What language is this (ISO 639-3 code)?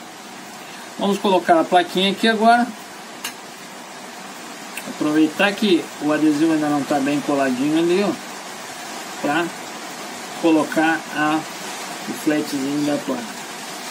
por